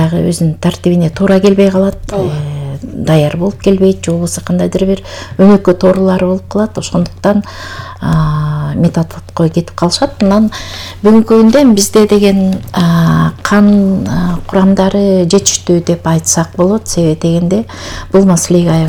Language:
Kyrgyz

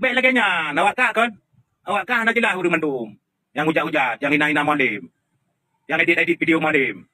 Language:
Achinese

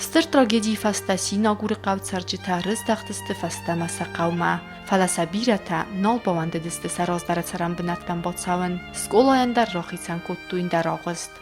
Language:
Ossetic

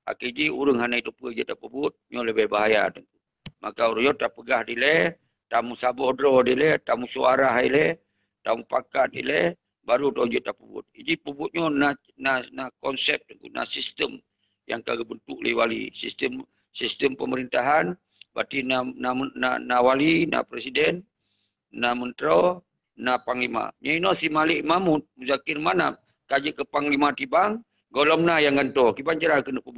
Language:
Achinese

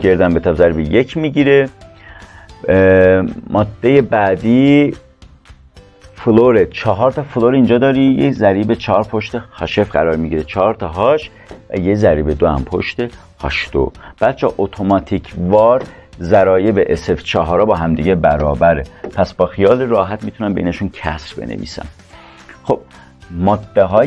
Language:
Persian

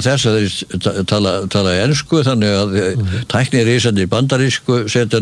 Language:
Icelandic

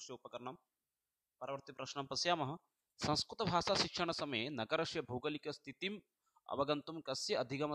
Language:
Sanskrit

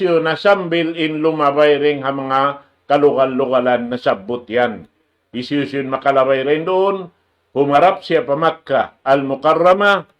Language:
Tausug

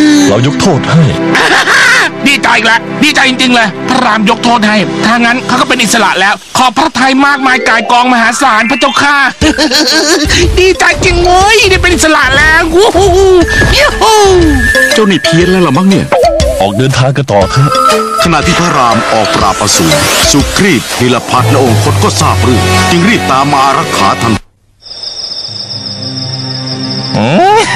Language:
Thai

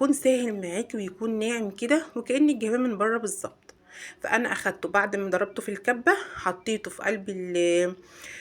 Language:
Egyptian Arabic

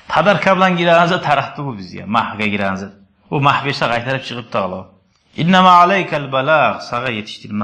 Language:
Kumyk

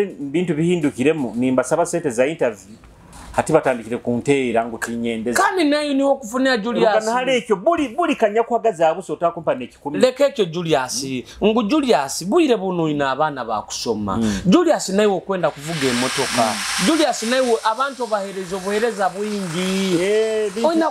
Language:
Nyoro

